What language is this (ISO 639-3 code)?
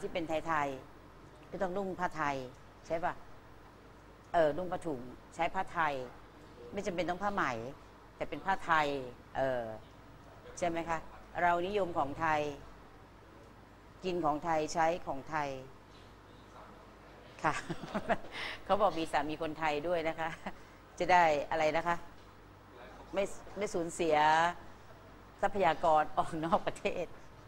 tha